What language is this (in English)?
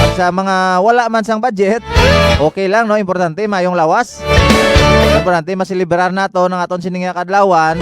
Hiligaynon